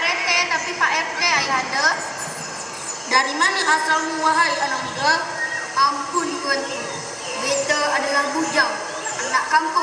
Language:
Malay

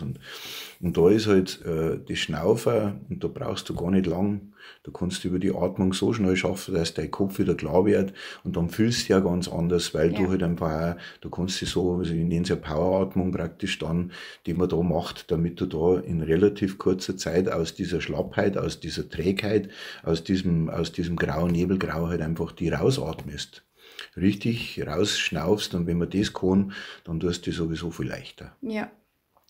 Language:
Bavarian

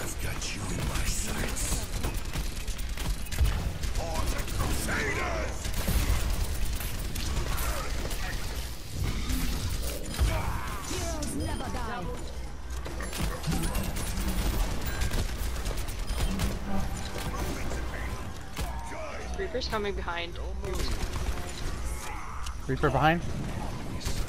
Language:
English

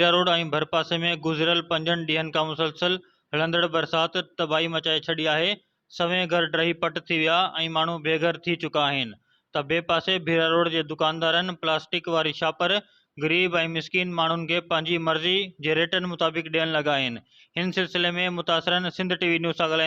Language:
Sindhi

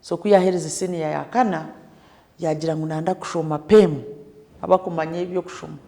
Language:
Nyankole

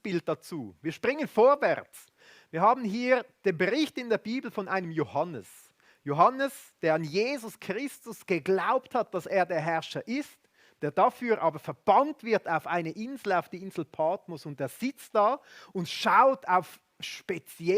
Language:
Swiss German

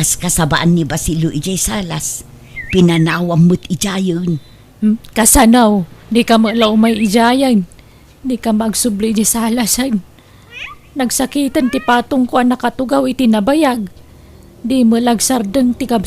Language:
Iloko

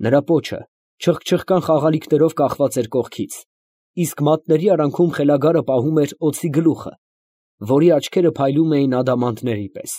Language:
Armenian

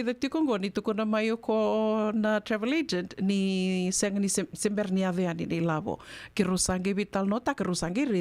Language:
Fijian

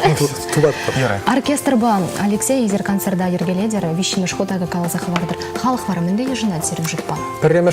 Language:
Chuvash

